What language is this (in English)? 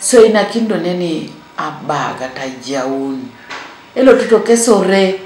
Teso